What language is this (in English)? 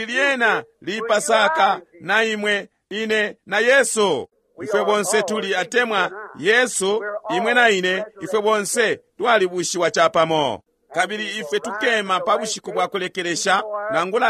Bemba